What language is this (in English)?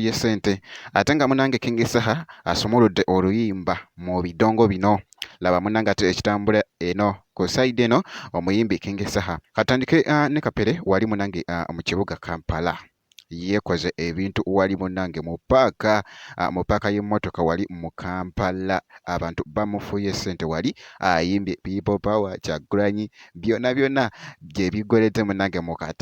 Ganda